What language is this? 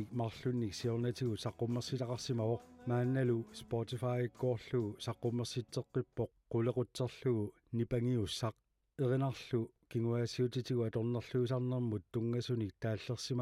Kalaallisut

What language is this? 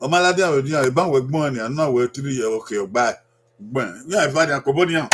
Bini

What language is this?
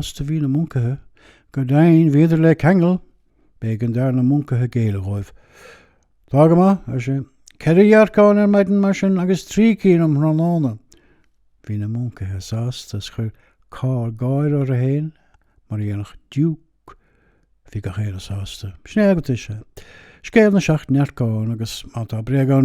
Irish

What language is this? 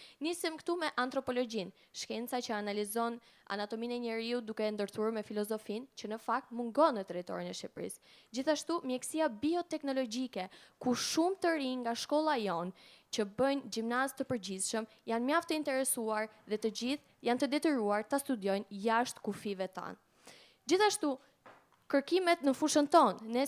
Albanian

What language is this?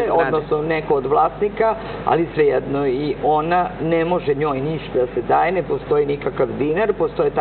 Serbian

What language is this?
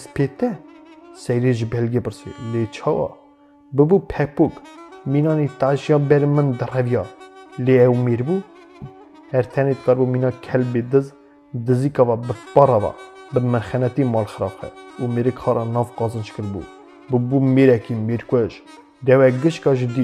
Kurdish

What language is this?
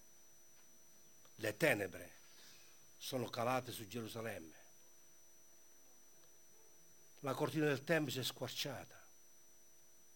Italian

